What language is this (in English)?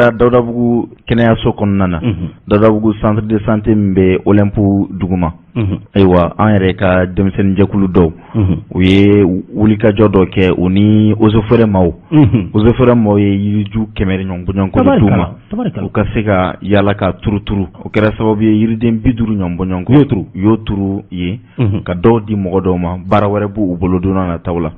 Bambara